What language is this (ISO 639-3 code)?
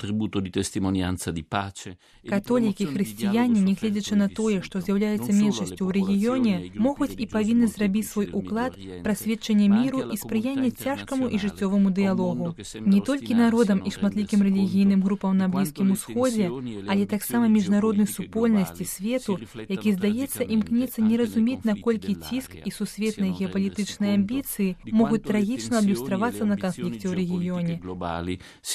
bel